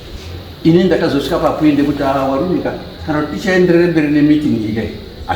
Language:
Shona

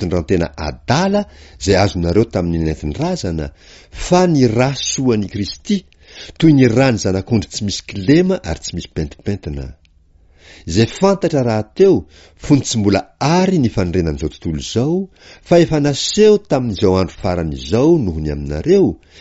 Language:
Malagasy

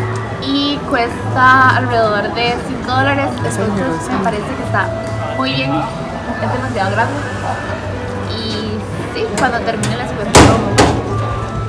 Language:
Spanish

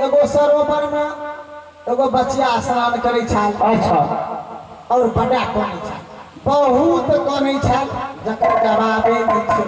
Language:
Maithili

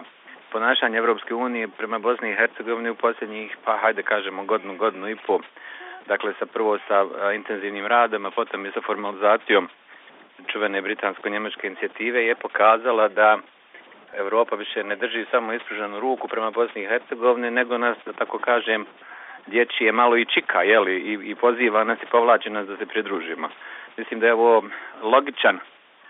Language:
Bosnian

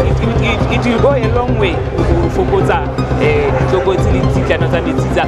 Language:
Southern Sotho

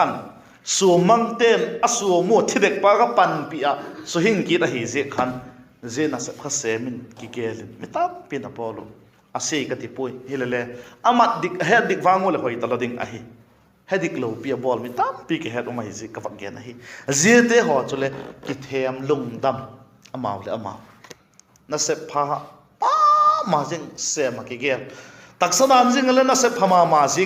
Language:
Vaiphei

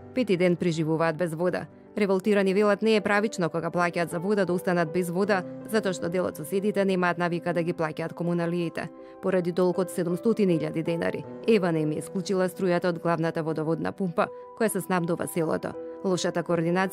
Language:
Macedonian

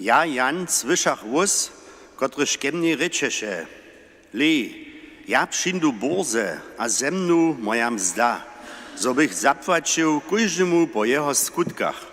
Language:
Upper Sorbian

